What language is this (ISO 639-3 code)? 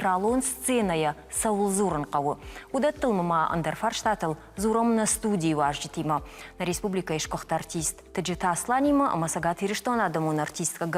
oss